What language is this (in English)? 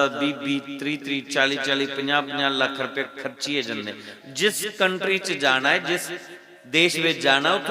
Dogri